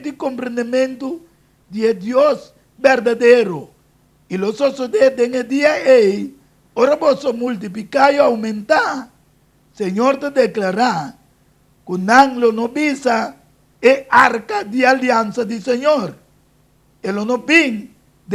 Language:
Papiamento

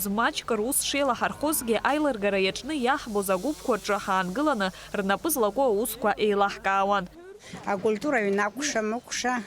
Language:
Abkhazian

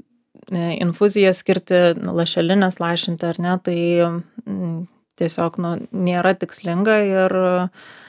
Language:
Lithuanian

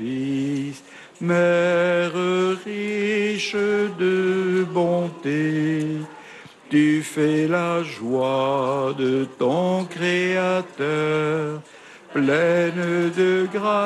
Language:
French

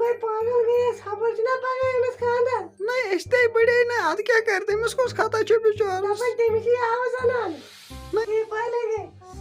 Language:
Kashmiri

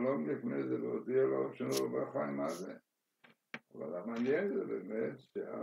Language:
Hebrew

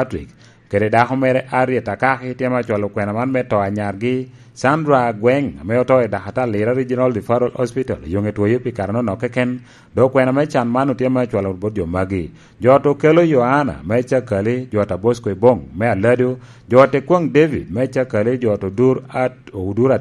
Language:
Lango (Uganda)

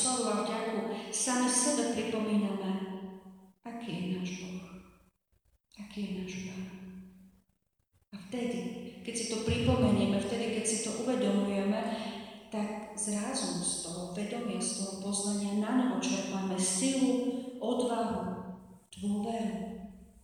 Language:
Slovak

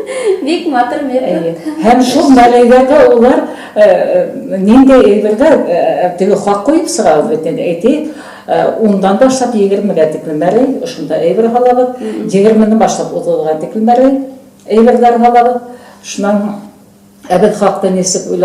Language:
Bashkir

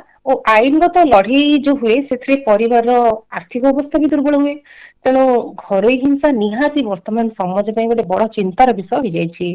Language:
Odia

